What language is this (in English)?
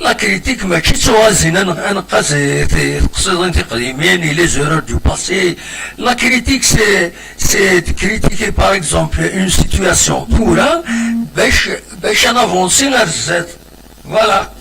Kabyle